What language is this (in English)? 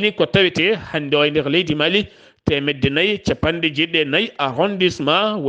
Fula